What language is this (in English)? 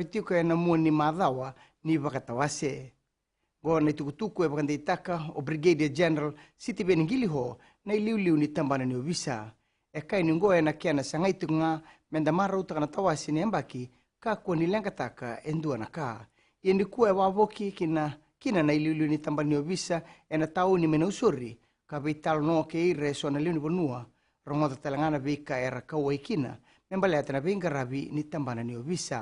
Fijian